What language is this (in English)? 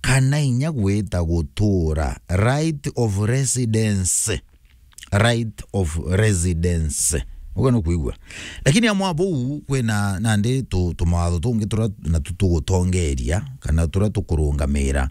Meru